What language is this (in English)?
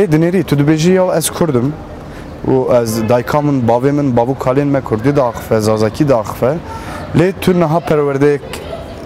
Kurdish